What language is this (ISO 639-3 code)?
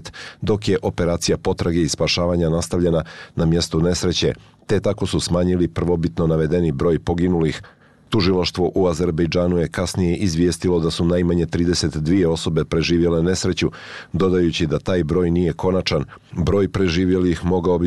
bos